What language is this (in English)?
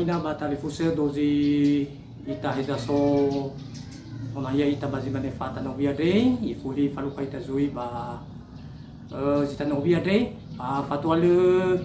Nias